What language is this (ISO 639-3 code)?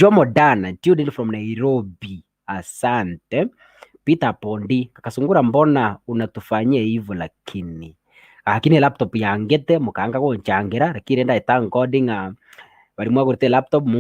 guz